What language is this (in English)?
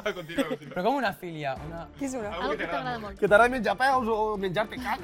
Catalan